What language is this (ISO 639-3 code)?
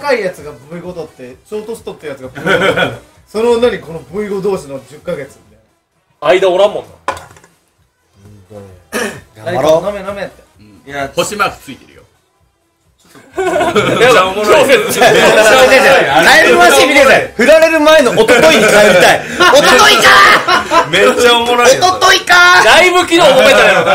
jpn